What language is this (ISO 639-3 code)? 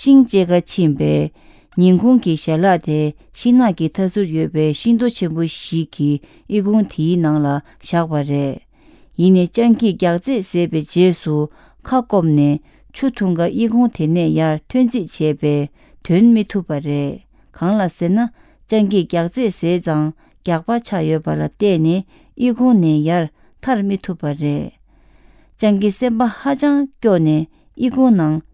bod